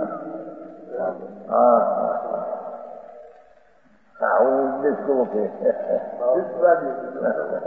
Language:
Gujarati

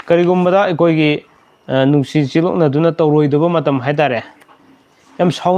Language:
Manipuri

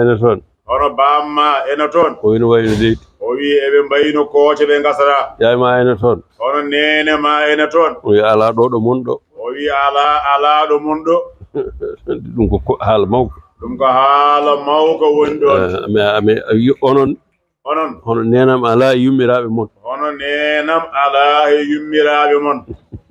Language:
Fula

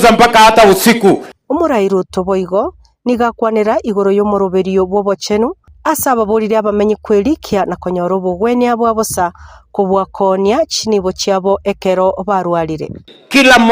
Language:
Gusii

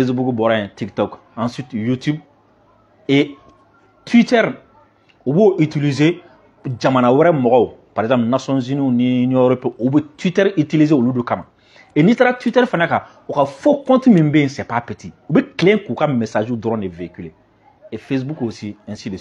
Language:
Bambara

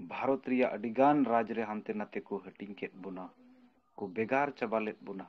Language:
Santali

